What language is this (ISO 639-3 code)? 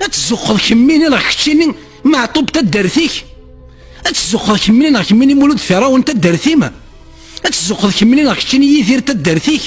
kab